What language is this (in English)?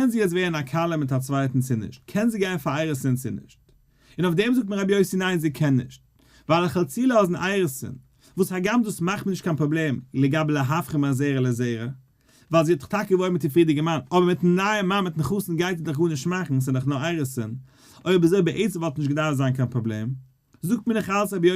Yiddish